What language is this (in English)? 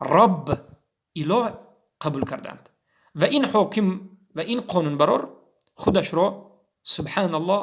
Tajik